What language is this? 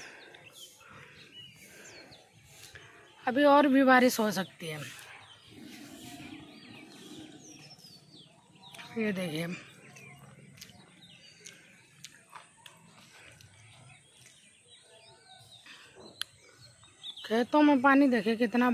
Hindi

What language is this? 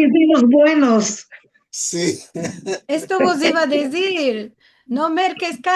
Ladino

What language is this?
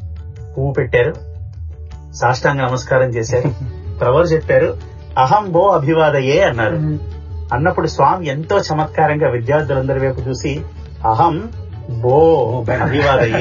Telugu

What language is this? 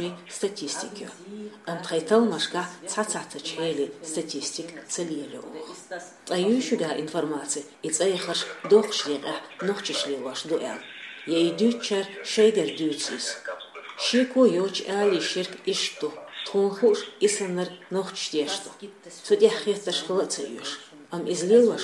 Chechen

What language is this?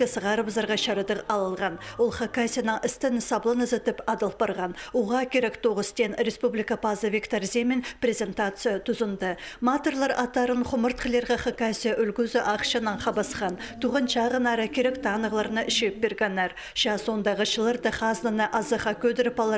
Khakas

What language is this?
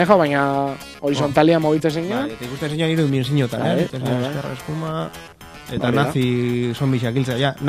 Basque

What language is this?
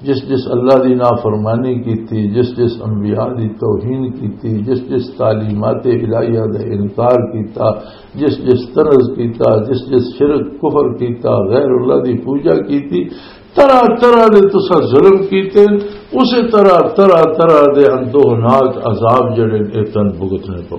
Western Panjabi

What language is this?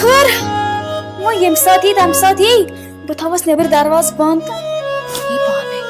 Kashmiri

